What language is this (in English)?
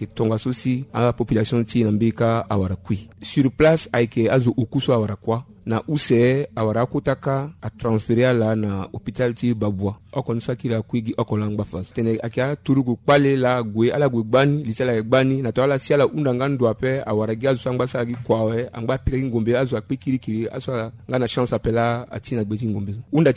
Sango